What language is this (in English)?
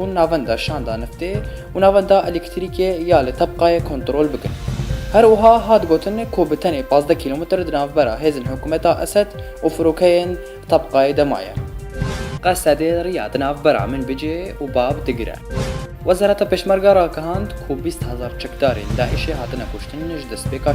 Kurdish